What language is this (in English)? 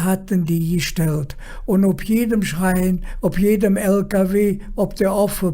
Colognian